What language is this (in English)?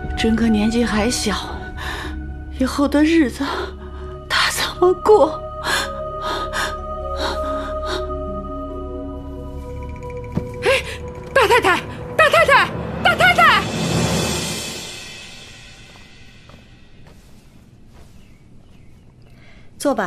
Chinese